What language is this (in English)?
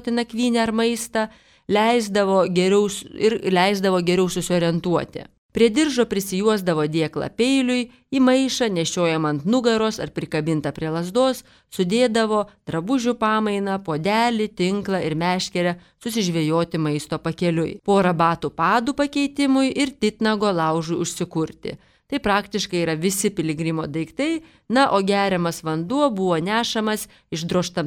Lithuanian